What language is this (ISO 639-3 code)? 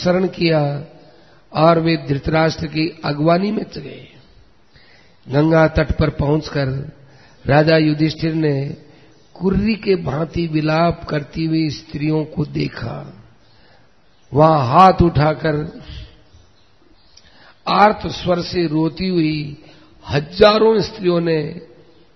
hin